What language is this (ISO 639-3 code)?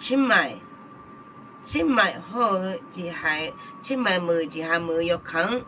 ahk